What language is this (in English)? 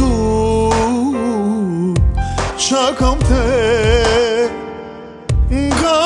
Bulgarian